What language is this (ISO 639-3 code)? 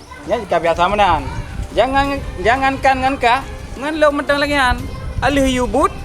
ace